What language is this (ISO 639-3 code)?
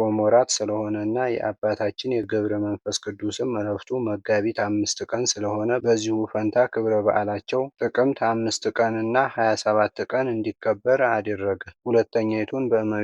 amh